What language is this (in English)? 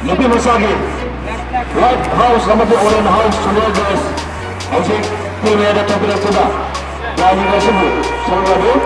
Manipuri